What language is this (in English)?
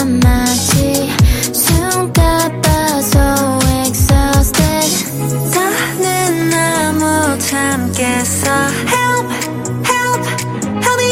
Korean